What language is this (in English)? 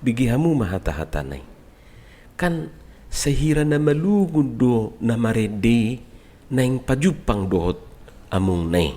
Batak Toba